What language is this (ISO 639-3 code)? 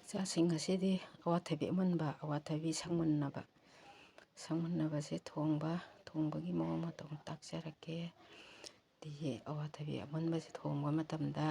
mni